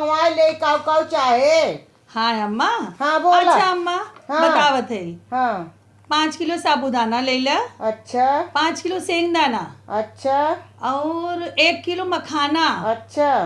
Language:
Awadhi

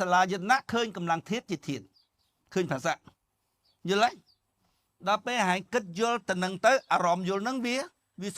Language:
Khmer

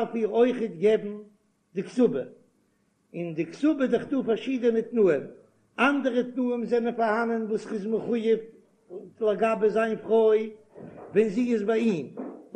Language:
Yiddish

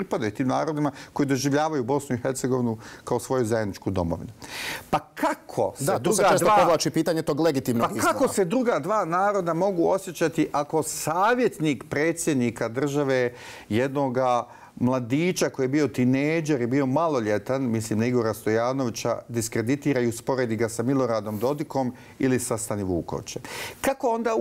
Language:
Bosnian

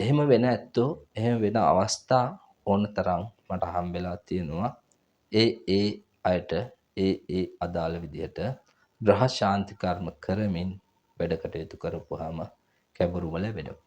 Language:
Sinhala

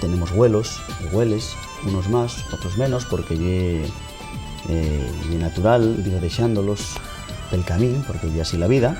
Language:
Asturian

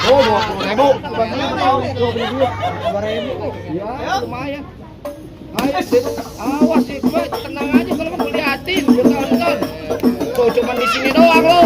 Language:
Betawi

